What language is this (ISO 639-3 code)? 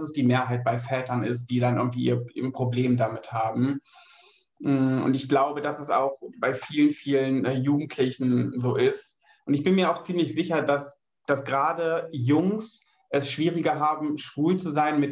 deu